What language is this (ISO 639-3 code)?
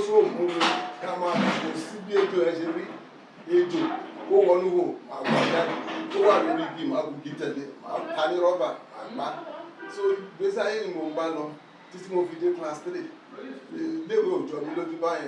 yor